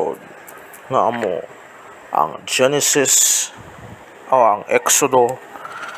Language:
Hiligaynon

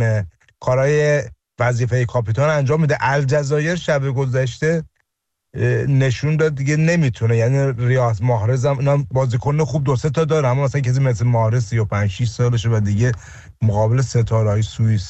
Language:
Persian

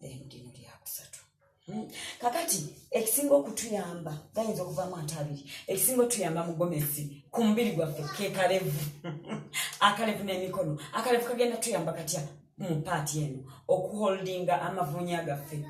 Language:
Ganda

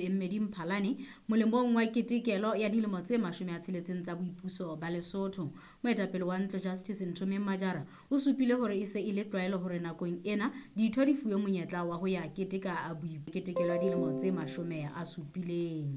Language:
Southern Sotho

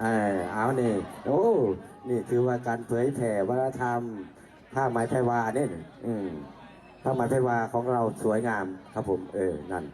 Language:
Lao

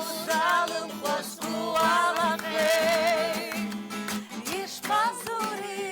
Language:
Abkhazian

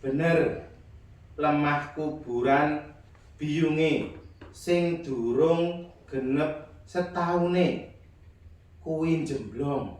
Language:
Javanese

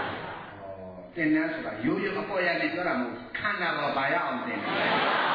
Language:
Burmese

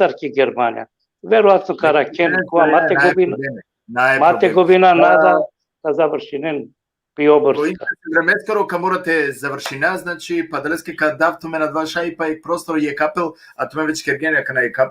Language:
Balkan Romani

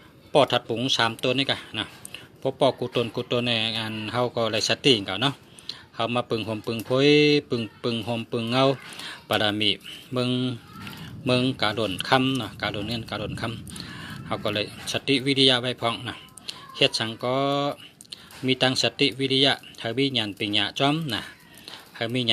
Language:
Shan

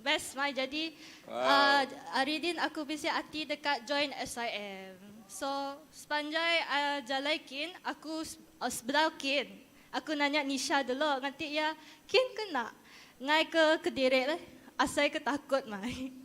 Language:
Iban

